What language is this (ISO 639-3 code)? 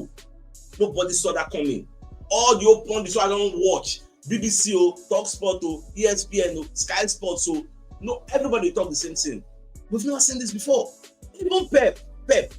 pcm